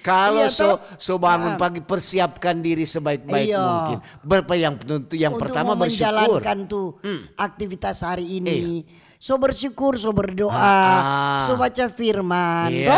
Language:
Manado Malay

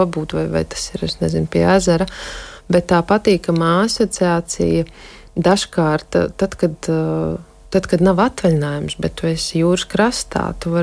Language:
Latvian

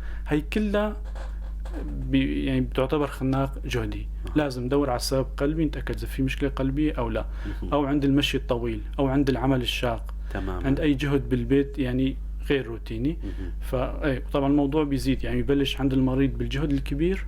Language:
North Levantine Arabic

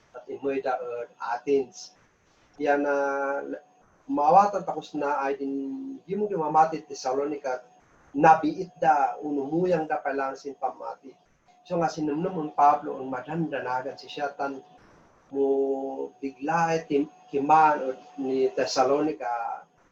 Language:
Kankanaey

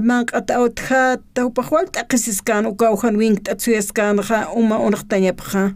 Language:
Aymara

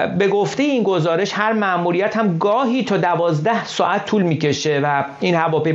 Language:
Persian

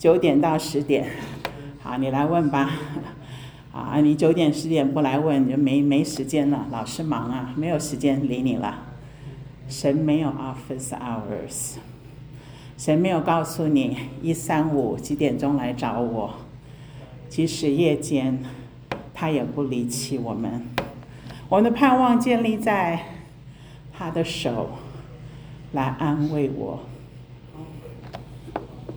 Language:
Chinese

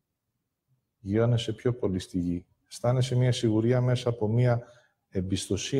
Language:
Greek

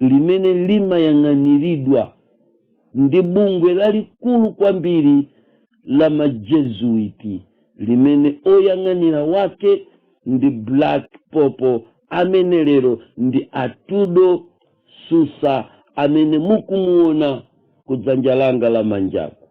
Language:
Nyanja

